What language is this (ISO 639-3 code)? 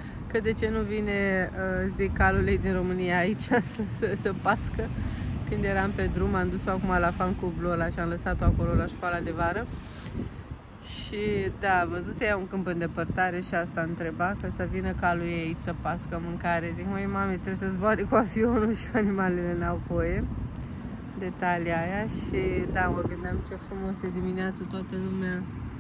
ron